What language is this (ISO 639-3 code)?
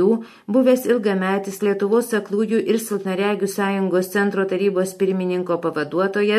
lit